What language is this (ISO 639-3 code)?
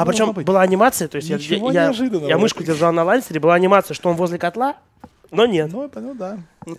rus